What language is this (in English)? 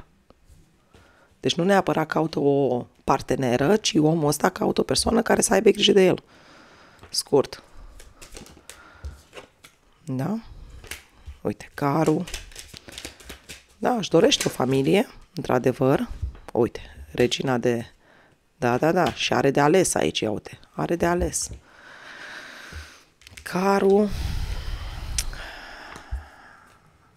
Romanian